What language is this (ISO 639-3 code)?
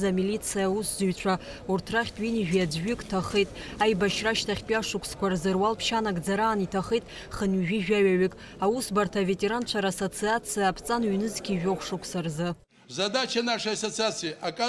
abk